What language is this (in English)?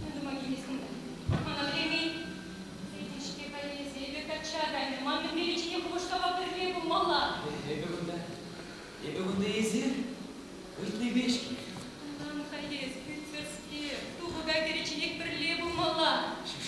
Chuvash